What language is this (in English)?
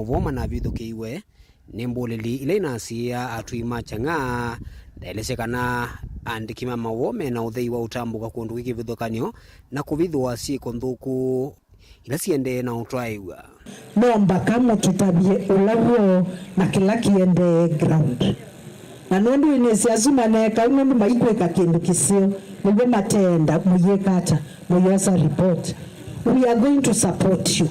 Kamba